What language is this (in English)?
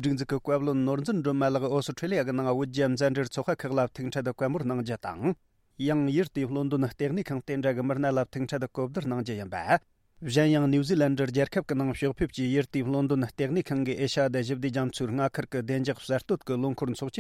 Tibetan